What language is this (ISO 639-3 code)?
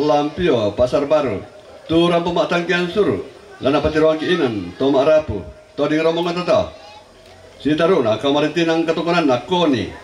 sda